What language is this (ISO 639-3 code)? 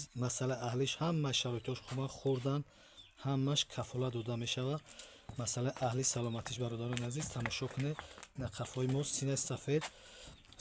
tgk